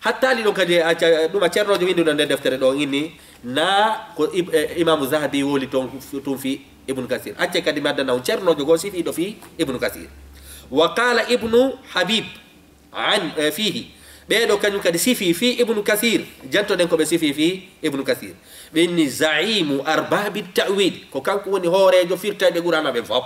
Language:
Fula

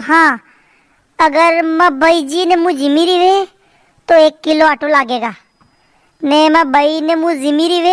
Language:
Rajasthani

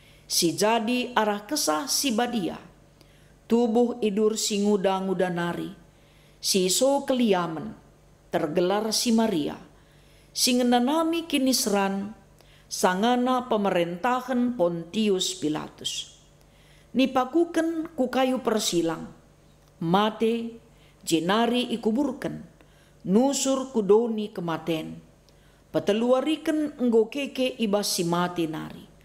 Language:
Batak Karo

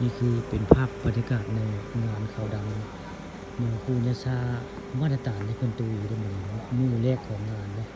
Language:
Northeastern Thai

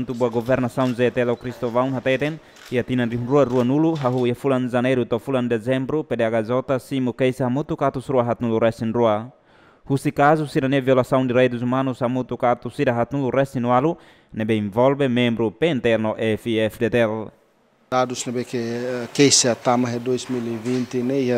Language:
Tetum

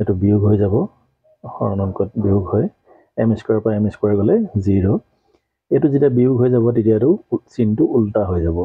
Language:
Assamese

